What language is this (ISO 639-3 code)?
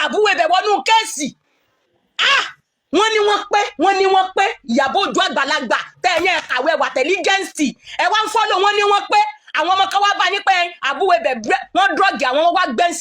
yor